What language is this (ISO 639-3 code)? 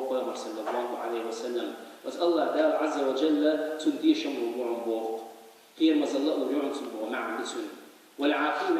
che